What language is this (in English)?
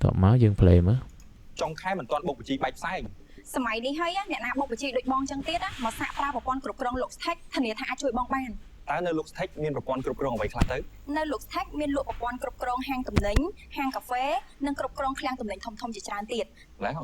Khmer